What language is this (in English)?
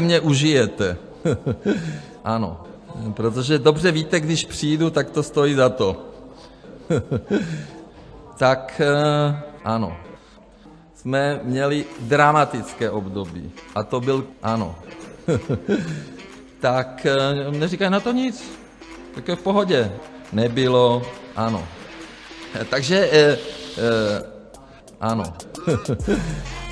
Czech